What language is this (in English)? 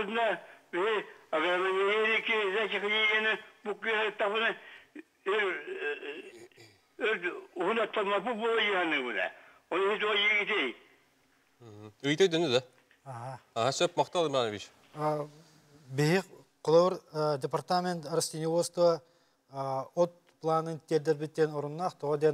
Yakut